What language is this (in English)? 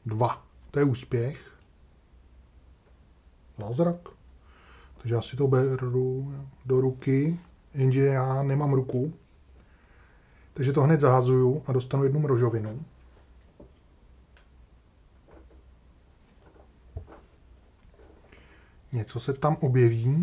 Czech